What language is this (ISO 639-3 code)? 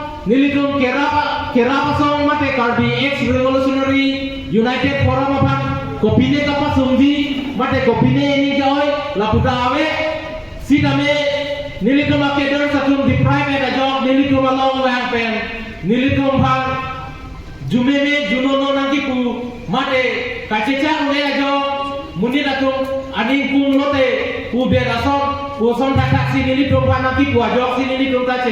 mjw